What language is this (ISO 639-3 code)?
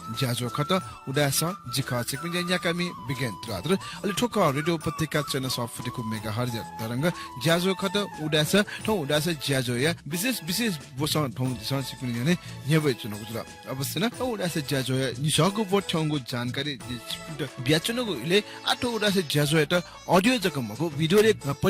new